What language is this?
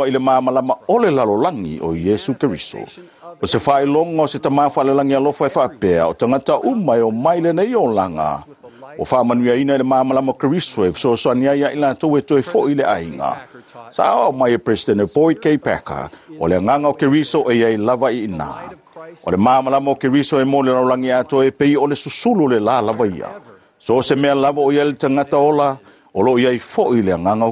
Samoan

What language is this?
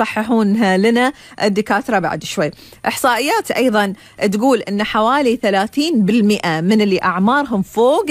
Gulf Arabic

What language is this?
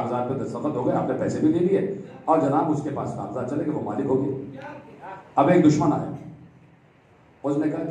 Urdu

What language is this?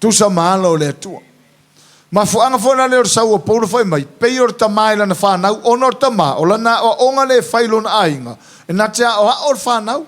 Samoan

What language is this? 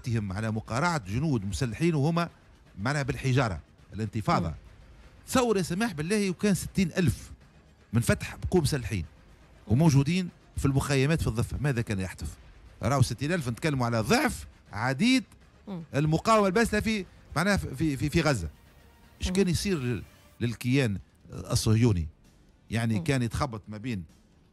Tunisian Arabic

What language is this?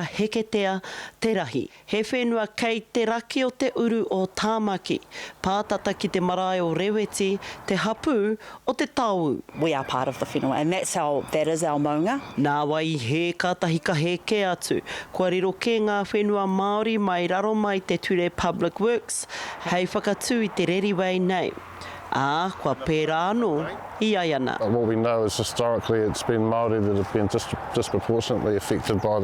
Māori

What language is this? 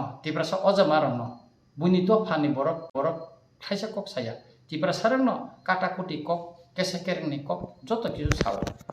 Kok Borok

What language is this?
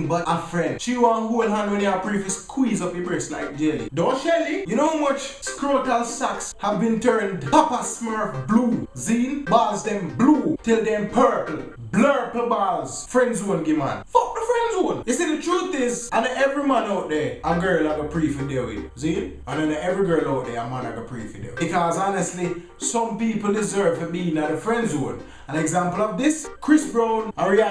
Jamaican Creole English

